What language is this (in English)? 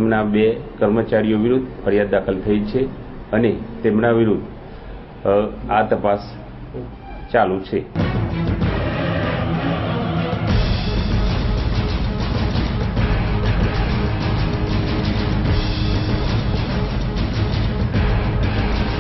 Gujarati